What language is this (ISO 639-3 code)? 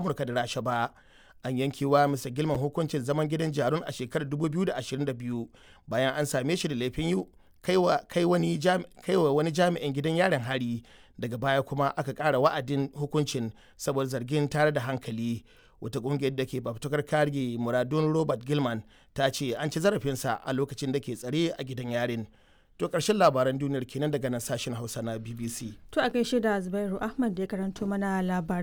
hau